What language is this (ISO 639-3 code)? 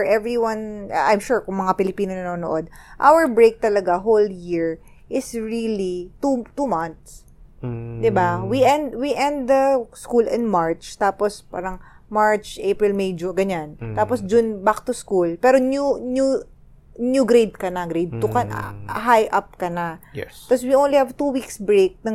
fil